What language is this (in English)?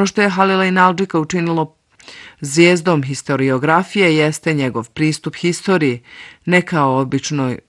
Bosnian